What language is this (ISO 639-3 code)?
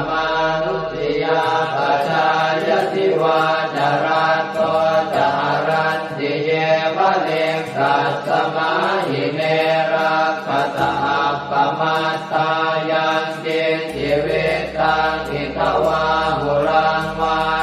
pli